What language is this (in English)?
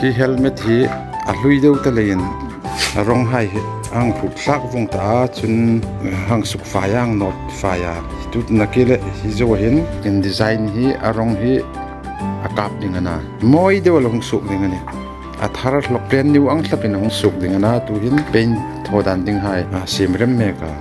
Hmar